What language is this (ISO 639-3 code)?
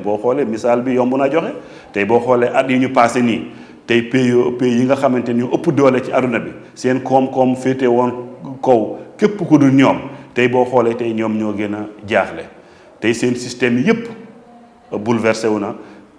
wol